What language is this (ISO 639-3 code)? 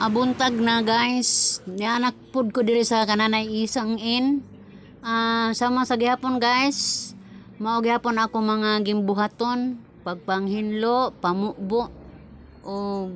ceb